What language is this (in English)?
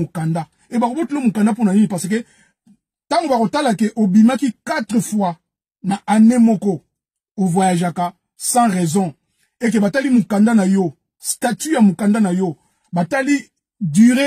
Lingala